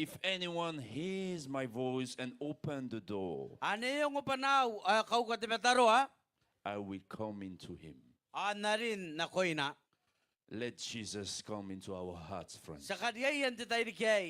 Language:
Gilbertese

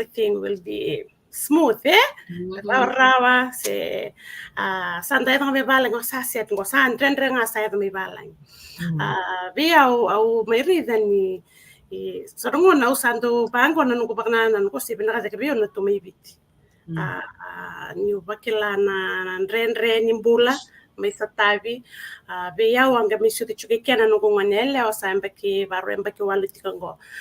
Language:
Fijian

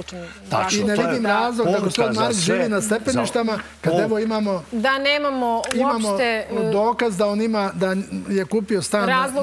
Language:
Serbian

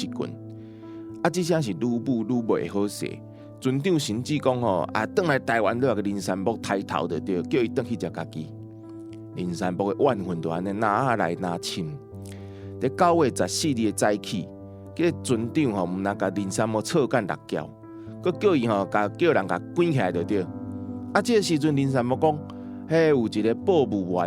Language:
Min Nan Chinese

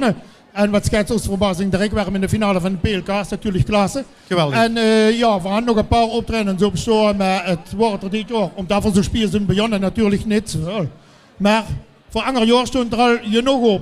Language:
Limburgish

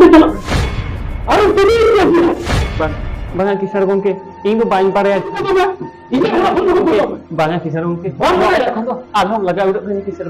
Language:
Santali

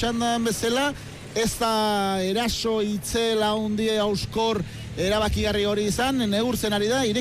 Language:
Basque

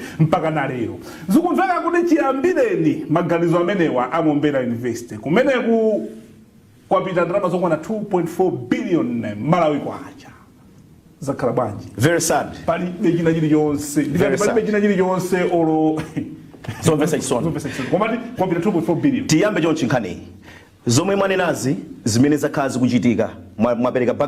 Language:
Nyanja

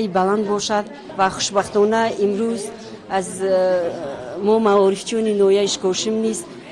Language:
Tajik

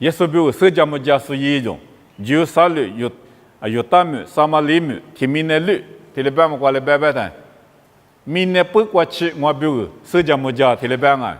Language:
Lisu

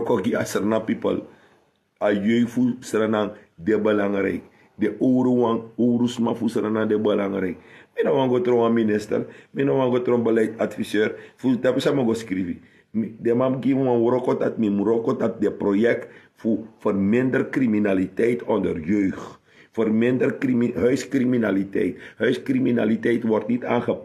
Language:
Sranan Tongo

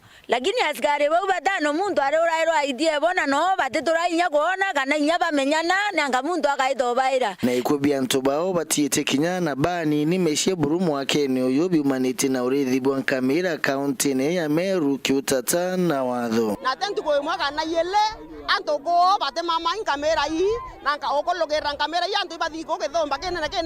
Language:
Meru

